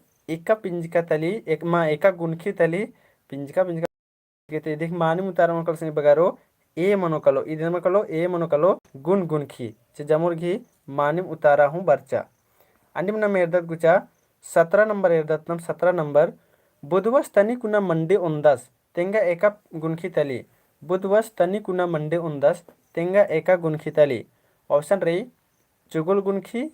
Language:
Kurukh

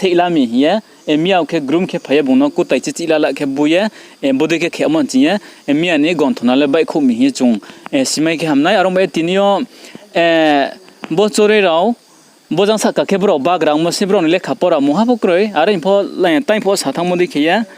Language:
Riang (India)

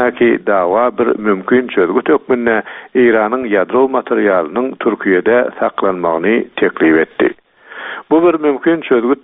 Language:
Turkmen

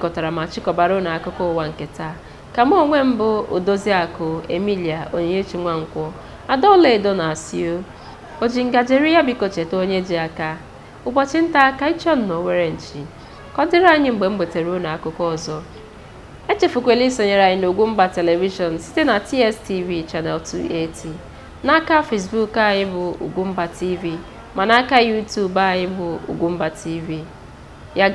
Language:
Igbo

